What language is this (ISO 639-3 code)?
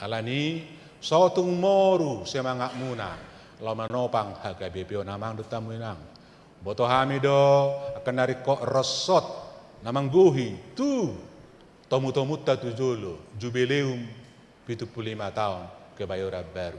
bbc